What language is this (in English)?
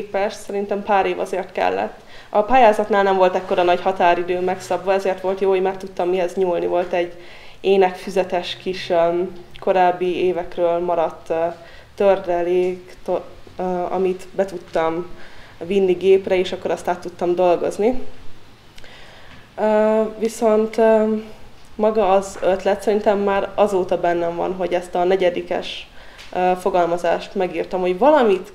Hungarian